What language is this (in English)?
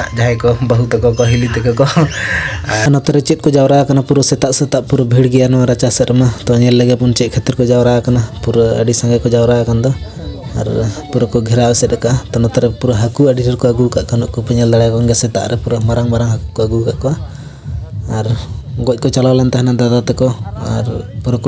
Santali